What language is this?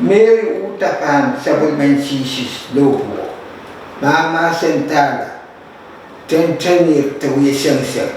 Pohnpeian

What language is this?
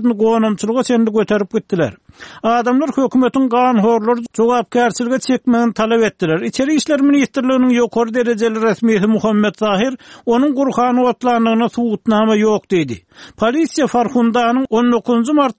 Turkmen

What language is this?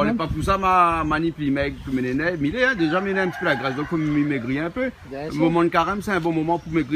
Réunion Creole French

